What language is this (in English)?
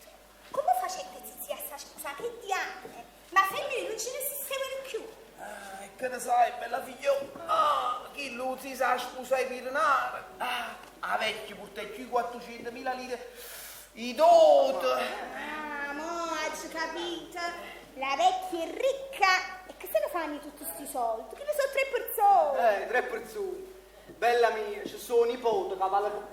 Neapolitan